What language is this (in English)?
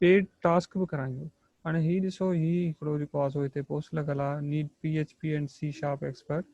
Sindhi